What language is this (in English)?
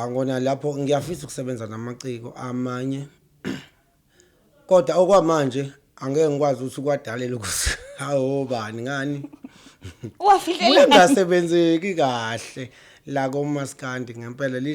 Zulu